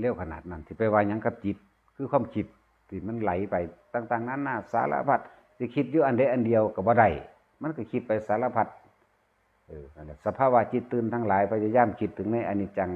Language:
Northeastern Thai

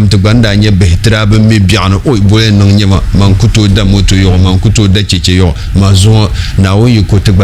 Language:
Dagbani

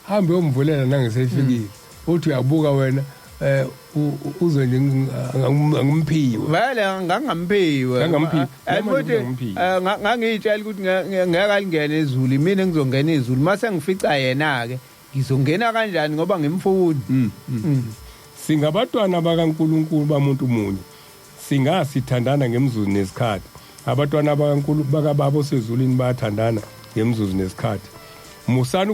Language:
Zulu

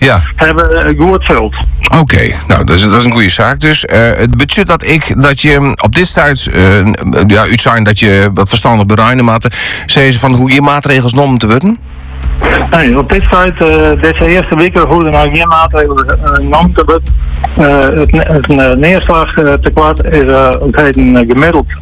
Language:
Dutch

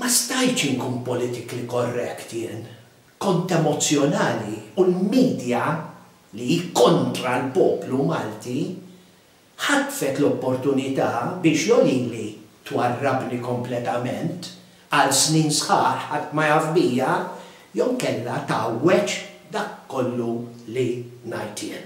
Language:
Maltese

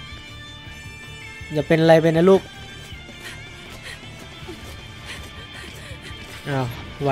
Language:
Thai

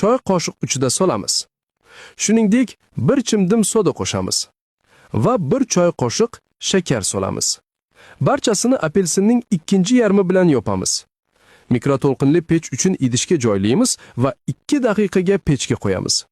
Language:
Uzbek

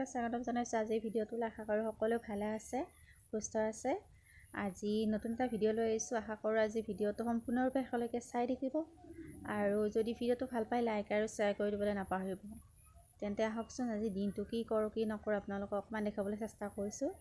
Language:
Assamese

